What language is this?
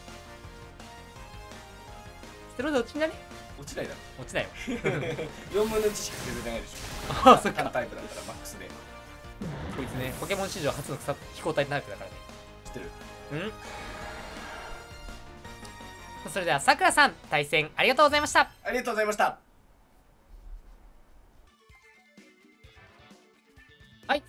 Japanese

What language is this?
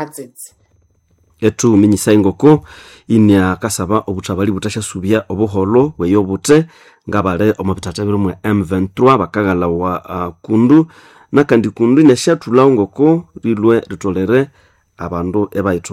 Nande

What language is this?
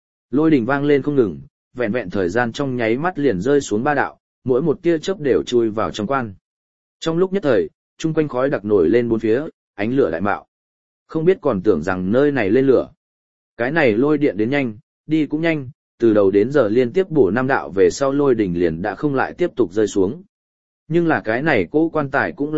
Vietnamese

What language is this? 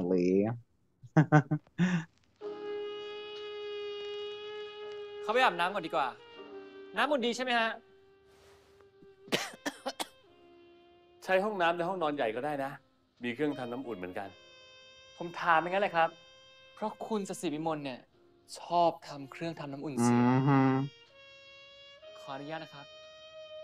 Thai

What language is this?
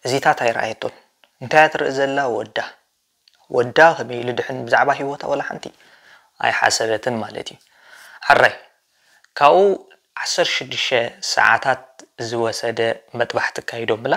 Tigrinya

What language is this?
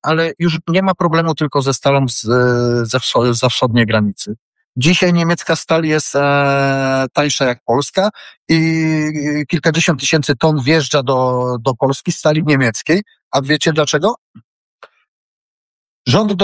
Polish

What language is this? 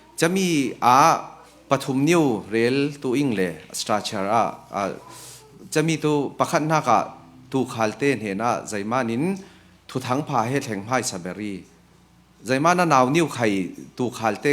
Falam Chin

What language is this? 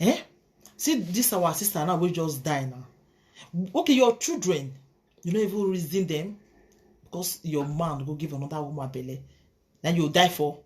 Nigerian Pidgin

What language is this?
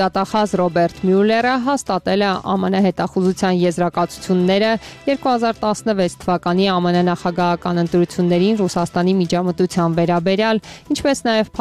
Armenian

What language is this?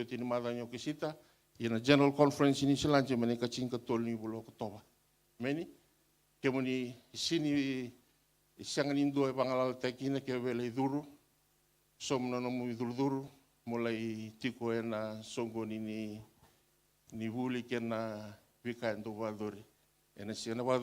Fijian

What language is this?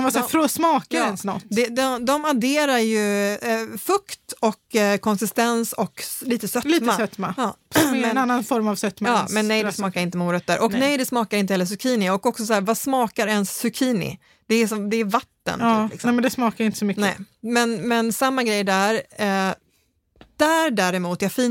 Swedish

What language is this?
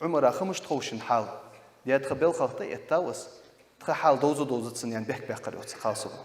Ingush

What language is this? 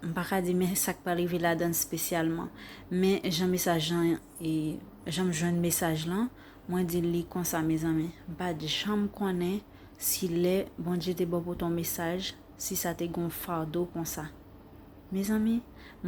Haitian Creole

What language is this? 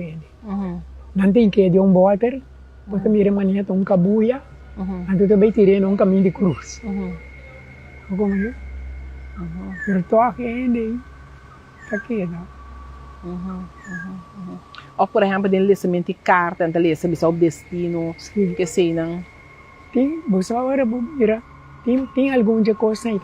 Papiamento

